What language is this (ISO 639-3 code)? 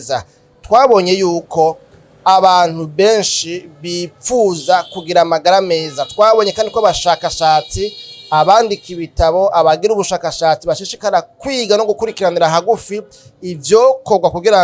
run